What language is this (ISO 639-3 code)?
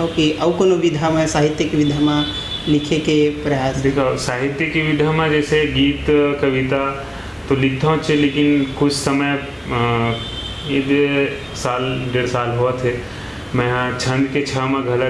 hne